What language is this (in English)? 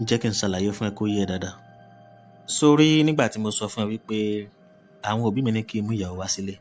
Yoruba